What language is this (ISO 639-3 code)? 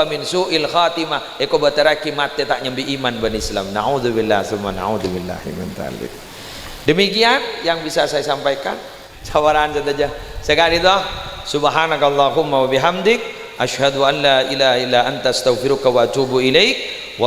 mad